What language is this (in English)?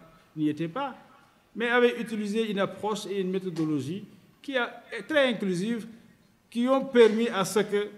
French